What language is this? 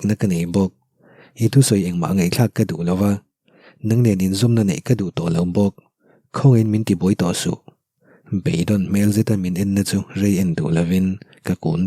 Mizo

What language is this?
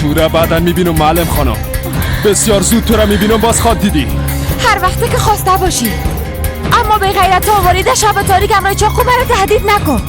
Persian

